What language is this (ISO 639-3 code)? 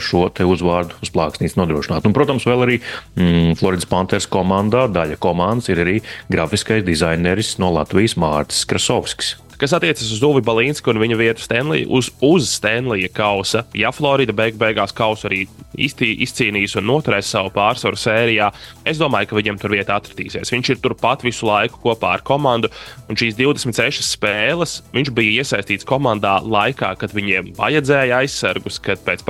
lav